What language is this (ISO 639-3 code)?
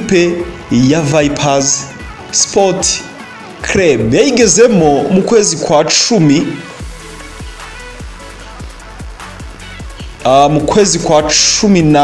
kin